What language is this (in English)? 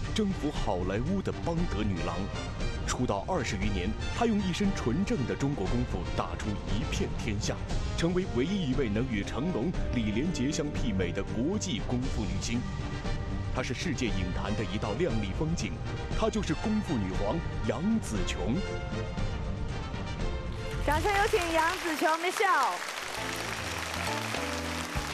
Chinese